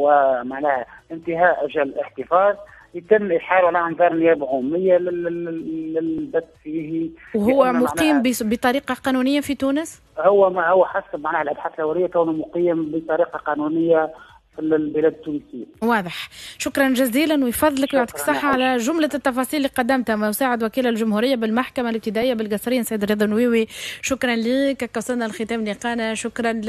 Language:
Tunisian Arabic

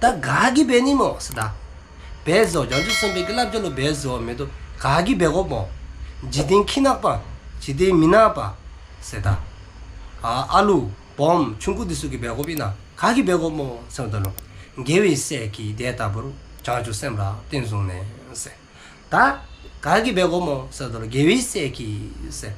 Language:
Dzongkha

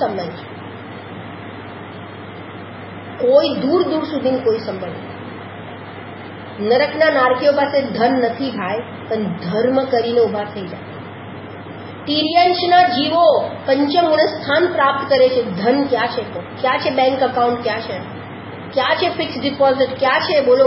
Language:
Gujarati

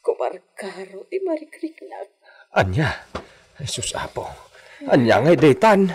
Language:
Iloko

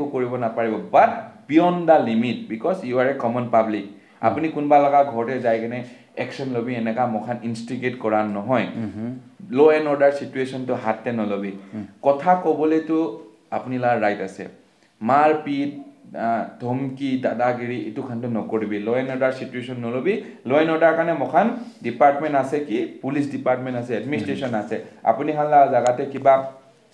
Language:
Naga Pidgin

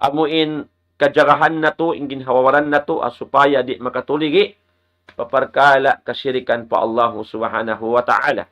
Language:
Tausug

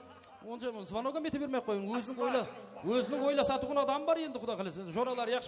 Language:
Kara-Kalpak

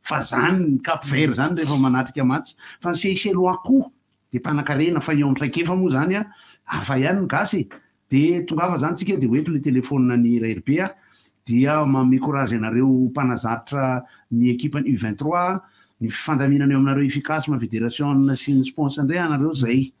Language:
Malagasy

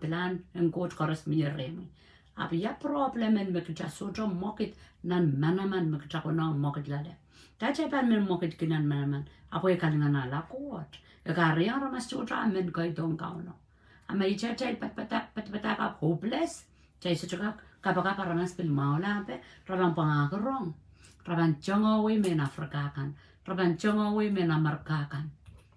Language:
Pohnpeian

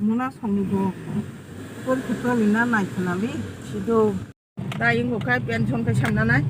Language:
Kok Borok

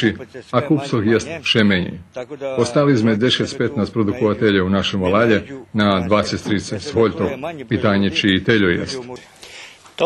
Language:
Rusyn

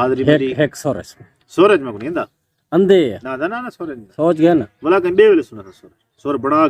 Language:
Saraiki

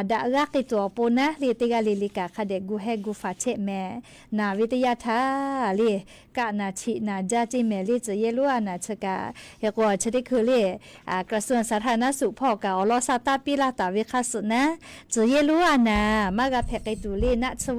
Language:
Lahu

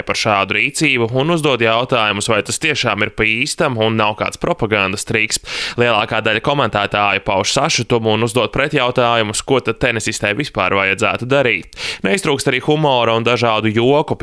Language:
Latvian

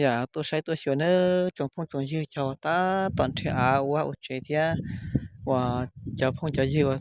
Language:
Hmong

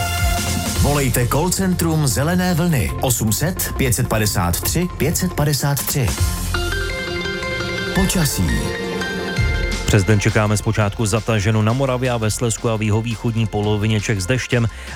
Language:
Czech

